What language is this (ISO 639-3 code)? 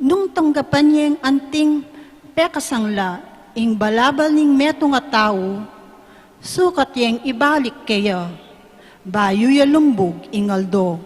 pam